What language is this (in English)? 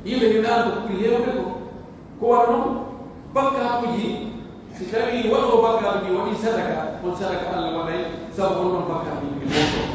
Pular